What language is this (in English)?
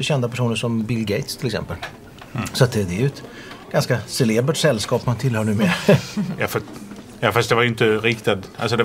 Swedish